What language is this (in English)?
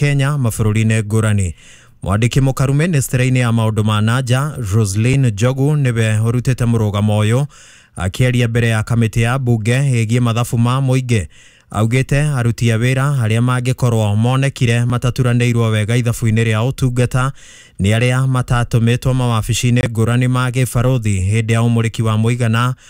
Kikuyu